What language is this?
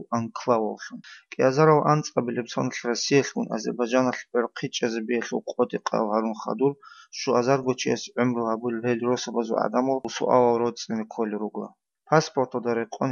Avaric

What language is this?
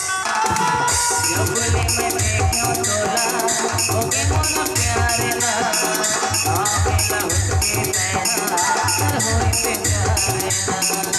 Chhattisgarhi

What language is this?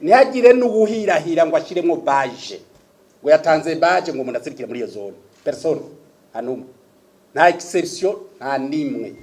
Rundi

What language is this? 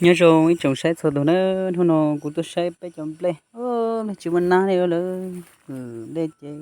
Hmong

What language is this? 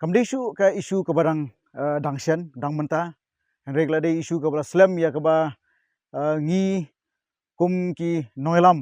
Khasi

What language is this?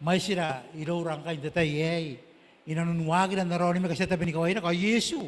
Gilbertese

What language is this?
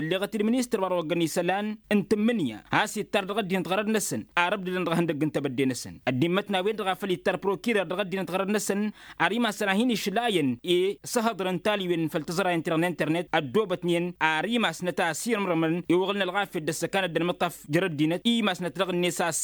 Tamasheq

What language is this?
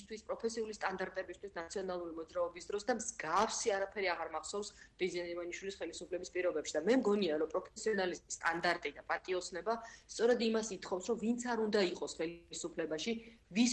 Georgian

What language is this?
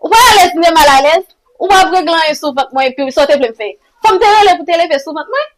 Haitian Creole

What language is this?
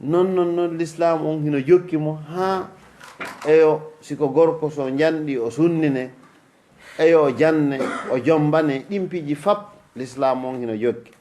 Fula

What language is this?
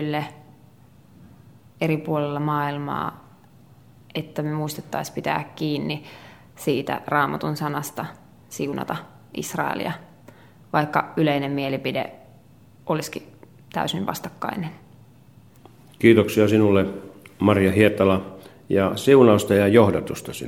Finnish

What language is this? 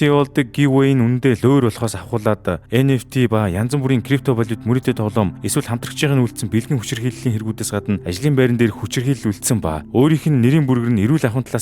Mongolian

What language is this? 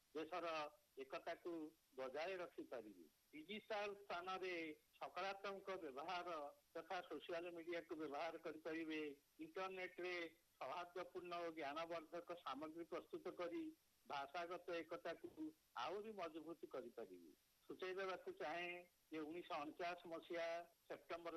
Odia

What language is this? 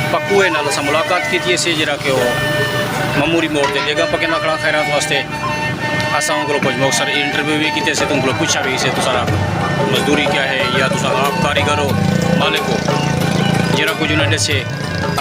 Saraiki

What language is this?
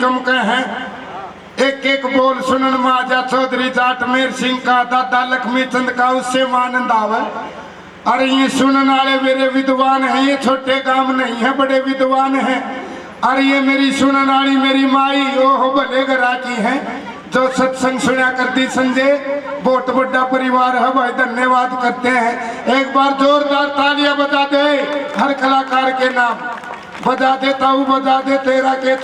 Haryanvi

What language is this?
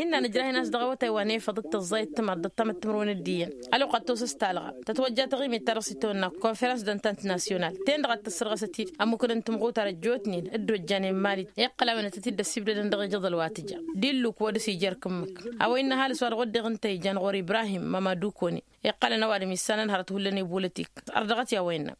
Tamasheq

